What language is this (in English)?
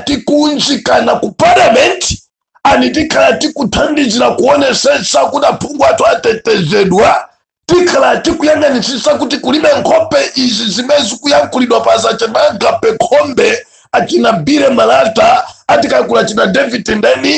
Nyanja